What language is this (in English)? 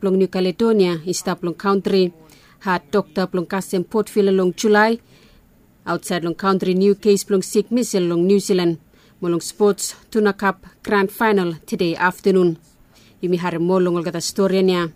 Bislama